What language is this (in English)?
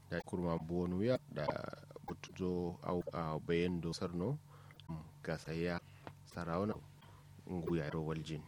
Kanuri